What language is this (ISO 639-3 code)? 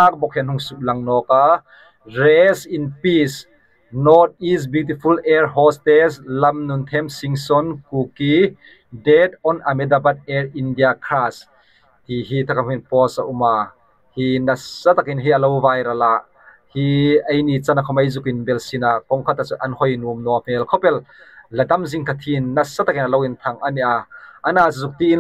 hmr